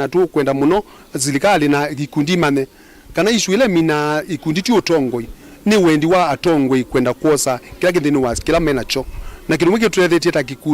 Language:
Kamba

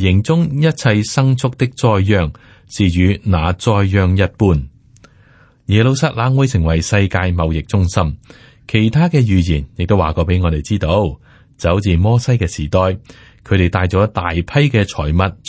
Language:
Cantonese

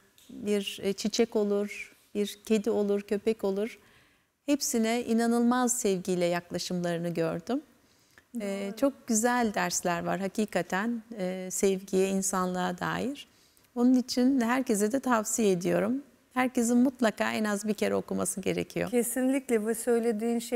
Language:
Turkish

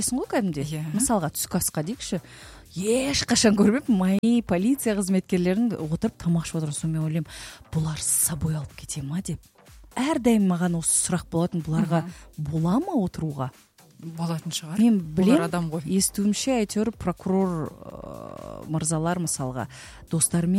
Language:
Kazakh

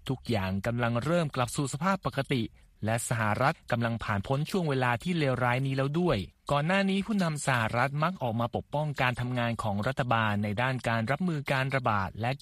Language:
Thai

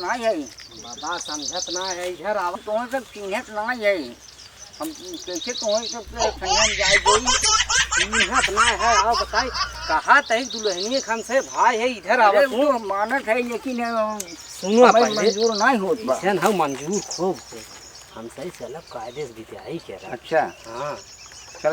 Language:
Awadhi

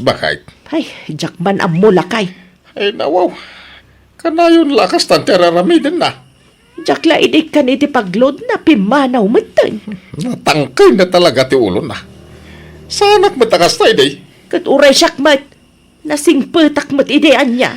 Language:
Iloko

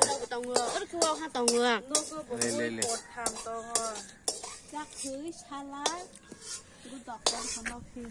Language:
Kok Borok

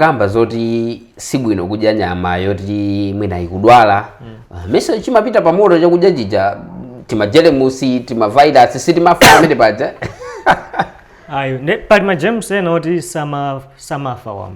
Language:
Nyanja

